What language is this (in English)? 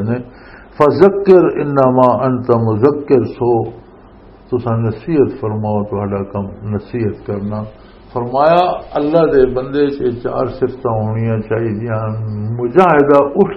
Western Panjabi